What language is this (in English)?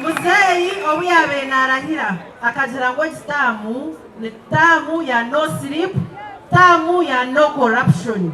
Nyankole